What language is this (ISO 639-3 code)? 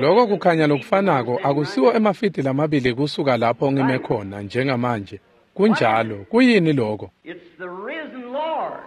ssw